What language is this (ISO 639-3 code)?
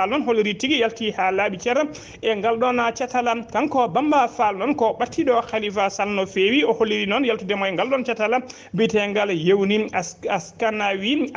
ful